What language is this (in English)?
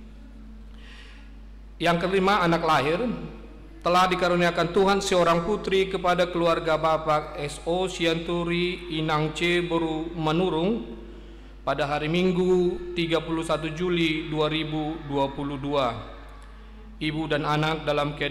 Indonesian